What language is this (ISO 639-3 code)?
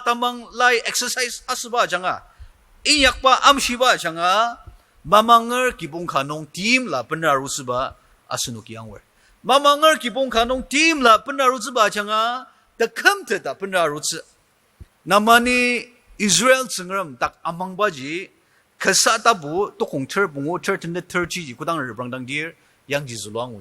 njo